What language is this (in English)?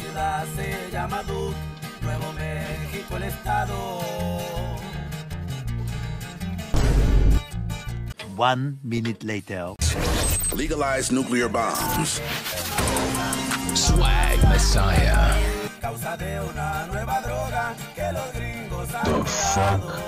Spanish